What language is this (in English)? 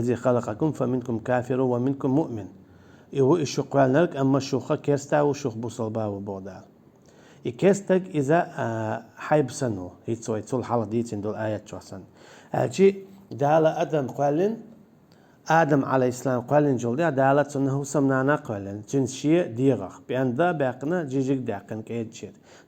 Chechen